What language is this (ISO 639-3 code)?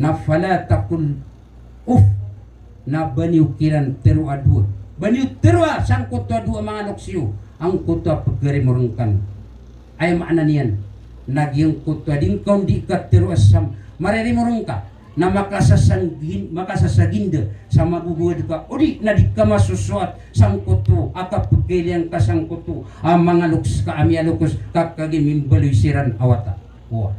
mrw